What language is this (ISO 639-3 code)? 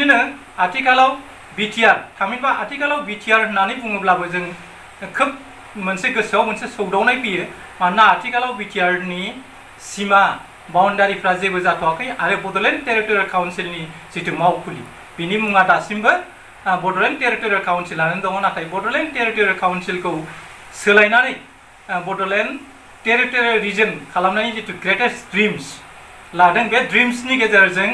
brx